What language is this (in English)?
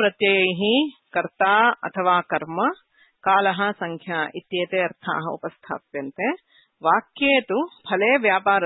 Sanskrit